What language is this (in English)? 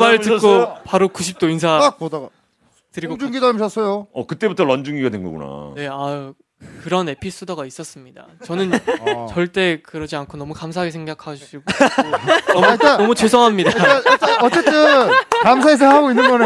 Korean